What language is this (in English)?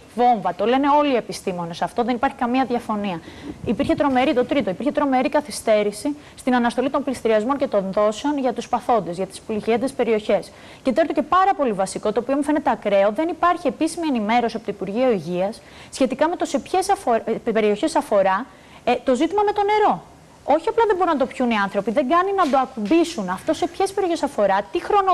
Greek